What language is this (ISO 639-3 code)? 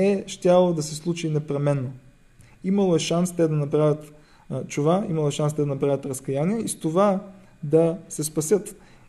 bul